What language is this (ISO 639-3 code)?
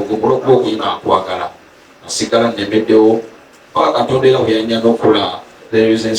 lug